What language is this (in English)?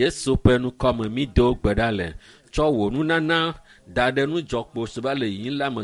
Ewe